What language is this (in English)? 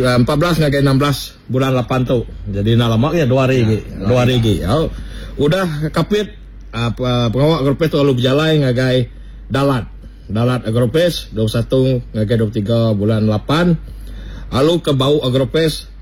Iban